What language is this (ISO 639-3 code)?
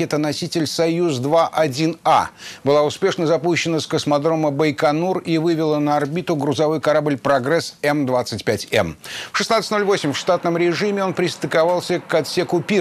rus